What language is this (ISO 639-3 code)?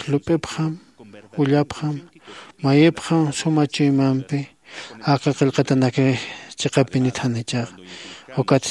aym